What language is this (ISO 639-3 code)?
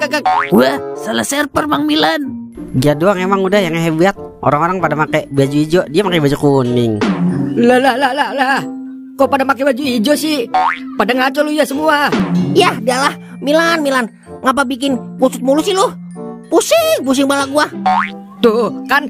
bew